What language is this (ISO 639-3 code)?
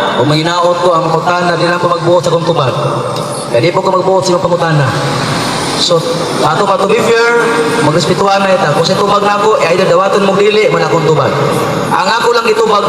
ceb